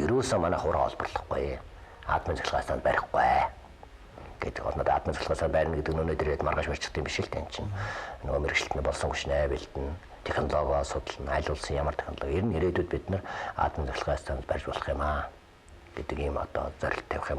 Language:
Mongolian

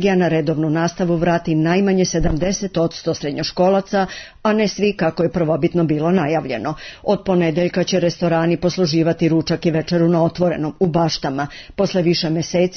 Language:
Serbian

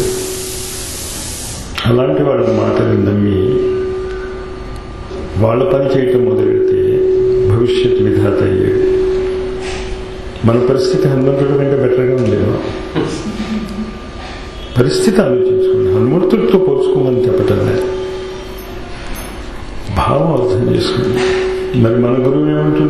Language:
Telugu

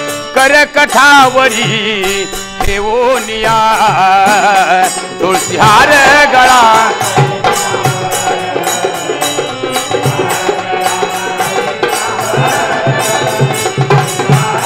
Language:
Marathi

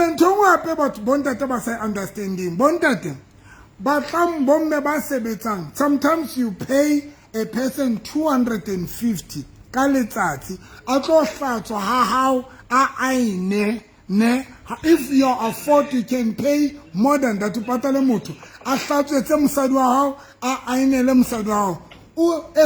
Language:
Southern Sotho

